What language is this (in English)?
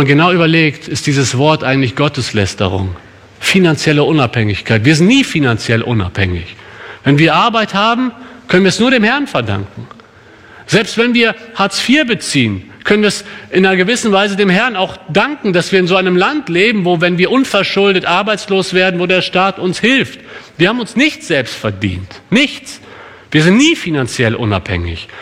German